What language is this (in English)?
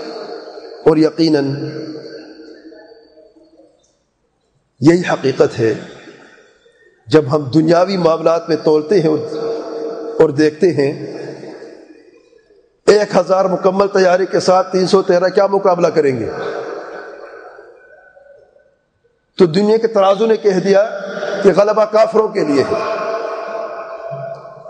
Urdu